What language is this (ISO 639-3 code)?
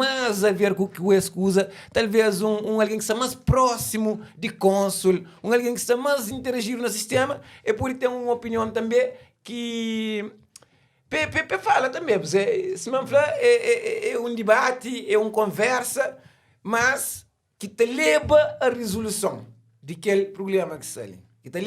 kea